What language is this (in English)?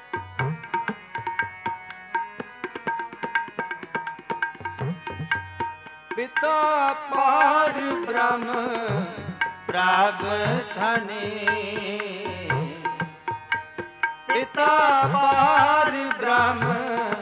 Punjabi